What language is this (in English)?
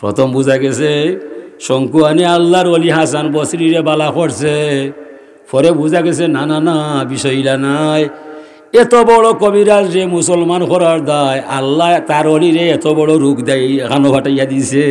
Sylheti